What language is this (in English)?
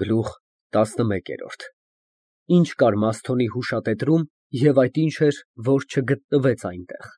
Armenian